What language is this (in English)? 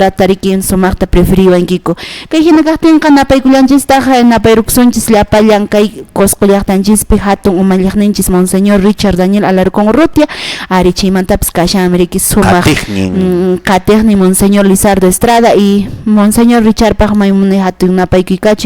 Quechua